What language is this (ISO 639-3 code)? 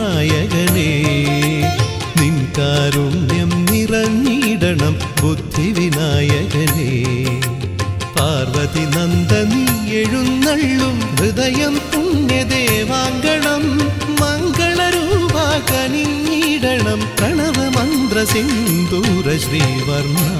mal